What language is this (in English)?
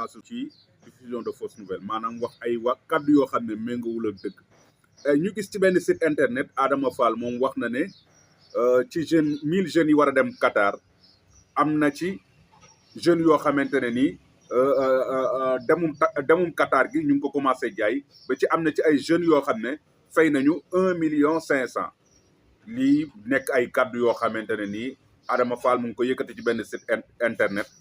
Wolof